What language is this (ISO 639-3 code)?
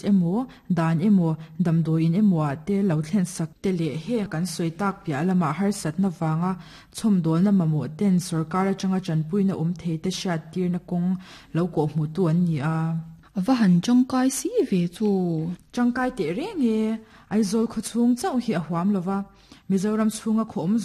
lus